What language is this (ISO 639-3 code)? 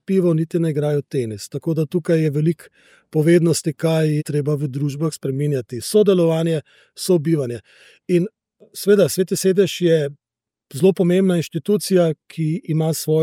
slv